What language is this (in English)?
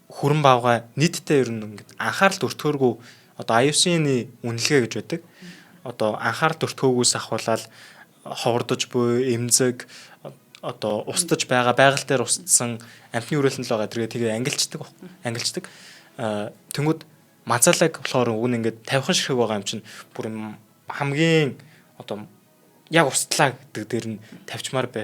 Mongolian